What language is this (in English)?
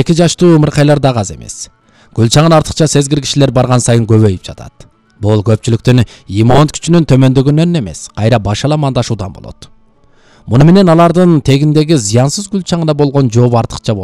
Kyrgyz